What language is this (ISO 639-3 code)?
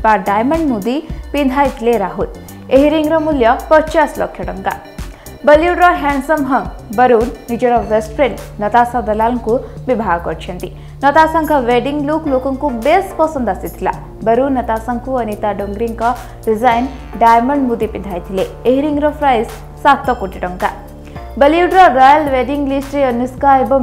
ori